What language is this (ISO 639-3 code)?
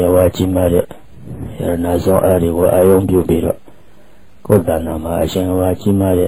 mya